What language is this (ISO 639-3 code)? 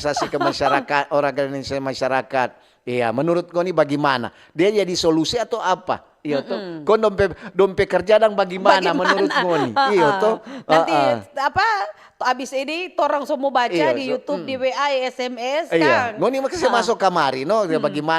xmm